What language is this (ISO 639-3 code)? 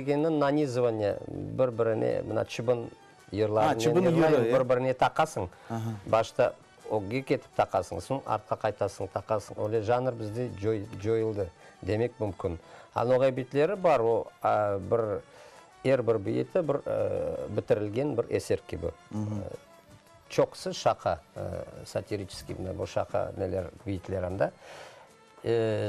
crh